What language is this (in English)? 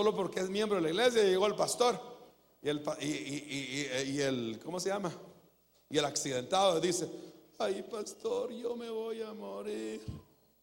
Spanish